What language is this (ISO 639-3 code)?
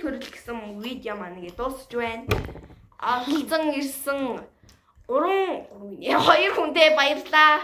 mon